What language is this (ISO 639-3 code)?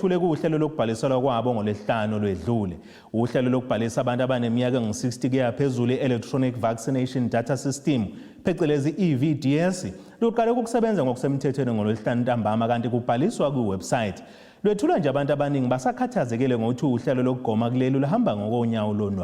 zul